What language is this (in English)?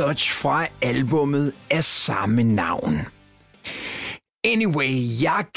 Danish